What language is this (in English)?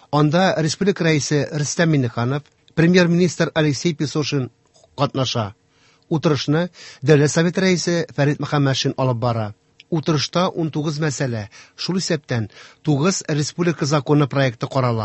Tatar